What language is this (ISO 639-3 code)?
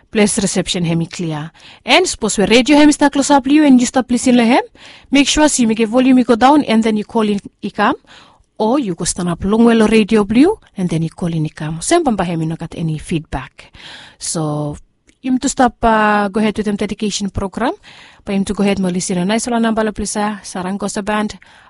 bis